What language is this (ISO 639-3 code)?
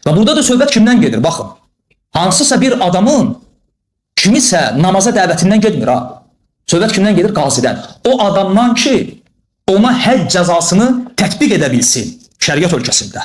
aze